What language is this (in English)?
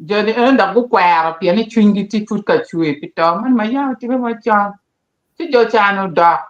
Acoli